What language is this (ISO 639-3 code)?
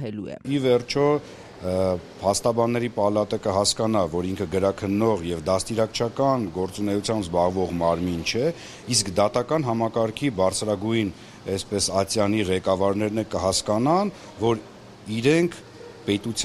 hye